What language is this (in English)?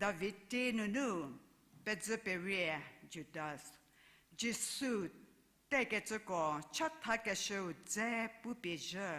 Angami Naga